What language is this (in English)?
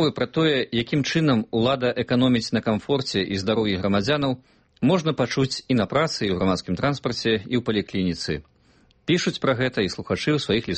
Belarusian